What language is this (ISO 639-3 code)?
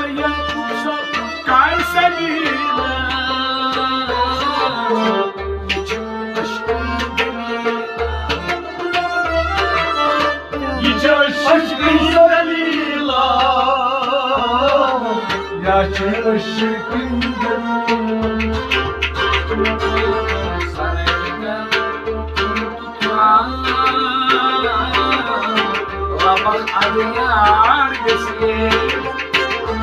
kas